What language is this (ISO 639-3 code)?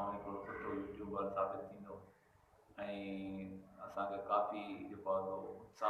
snd